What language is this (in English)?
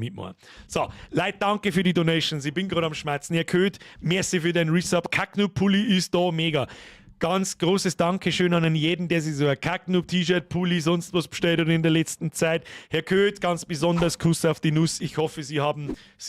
Bavarian